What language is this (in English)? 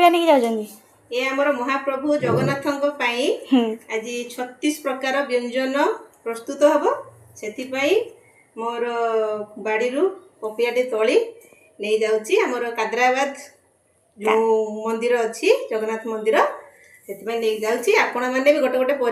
Odia